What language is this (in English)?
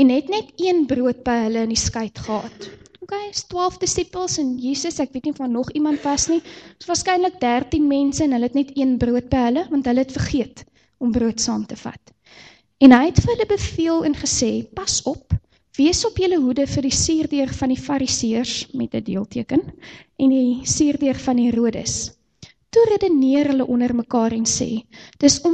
Afrikaans